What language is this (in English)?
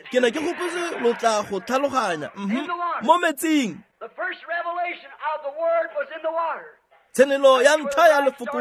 Tswana